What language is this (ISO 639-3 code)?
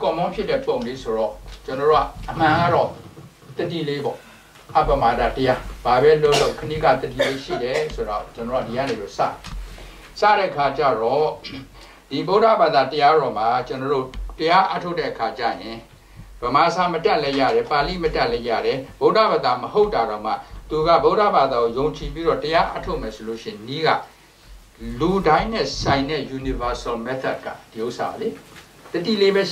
mya